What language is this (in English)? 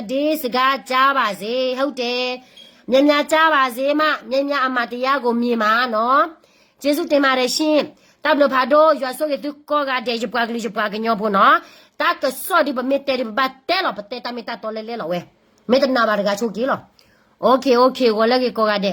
S'gaw Karen